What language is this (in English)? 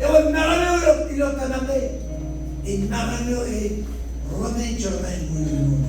Marshallese